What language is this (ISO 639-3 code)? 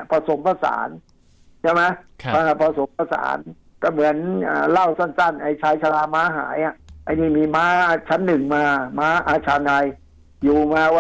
tha